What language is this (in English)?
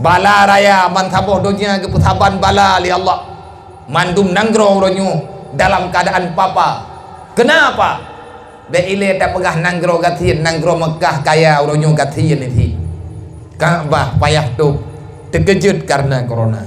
Achinese